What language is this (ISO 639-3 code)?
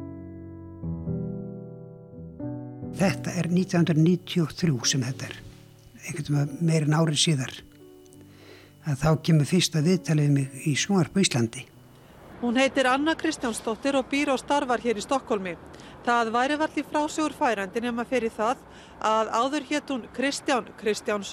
isl